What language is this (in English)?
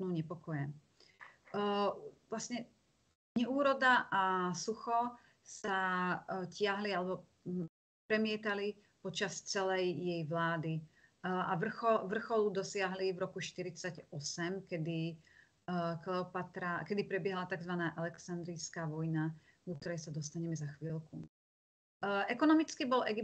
Slovak